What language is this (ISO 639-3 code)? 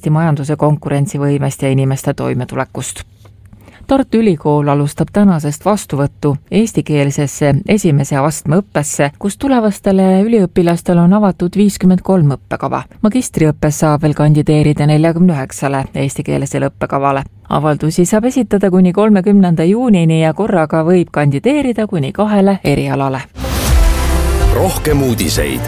est